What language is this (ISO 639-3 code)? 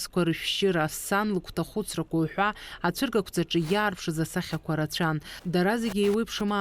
abk